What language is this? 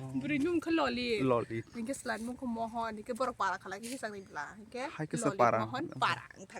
Kok Borok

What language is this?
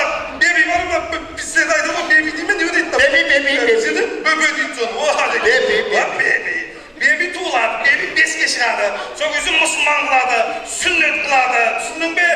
Kara-Kalpak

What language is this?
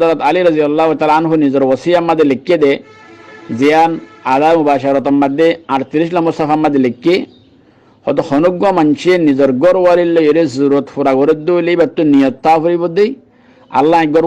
Rohingya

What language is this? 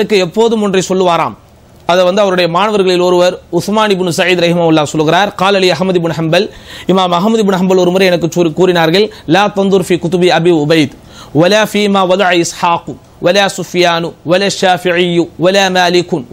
Tamil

